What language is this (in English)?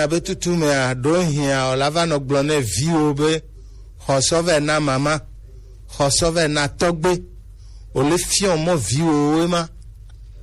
Gen